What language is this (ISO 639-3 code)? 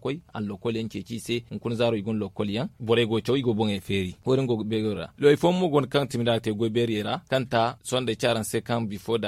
dje